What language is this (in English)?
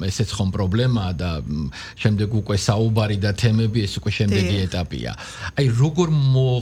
Georgian